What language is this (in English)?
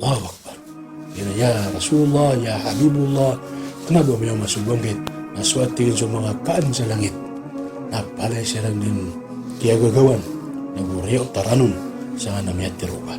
Maranao